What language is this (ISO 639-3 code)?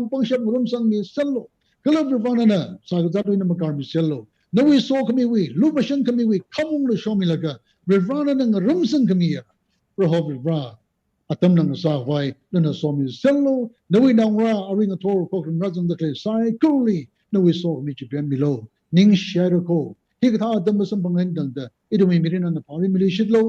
nmf